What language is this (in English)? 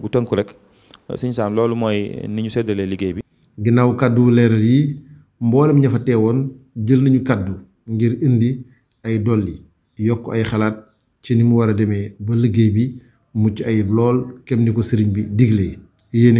Wolof